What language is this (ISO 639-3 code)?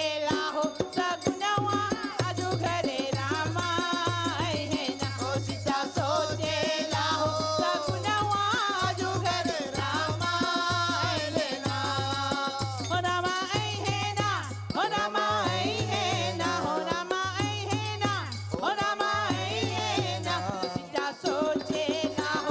bho